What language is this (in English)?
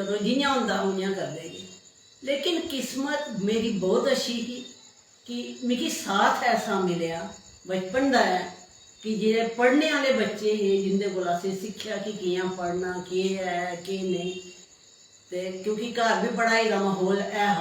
Dogri